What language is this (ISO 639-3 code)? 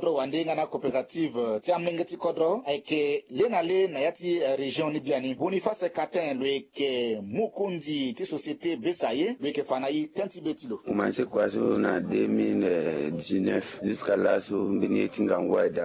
sag